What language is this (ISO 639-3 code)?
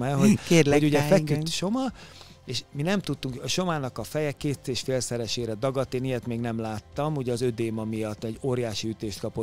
hun